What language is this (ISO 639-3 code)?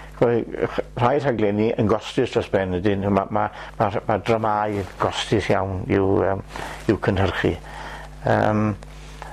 cym